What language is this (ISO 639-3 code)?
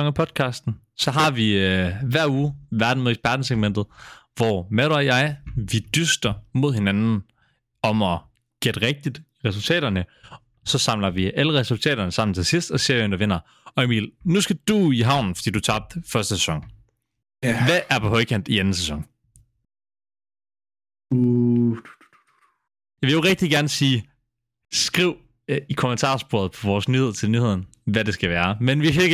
dan